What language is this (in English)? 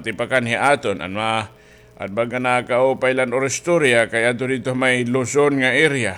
Waray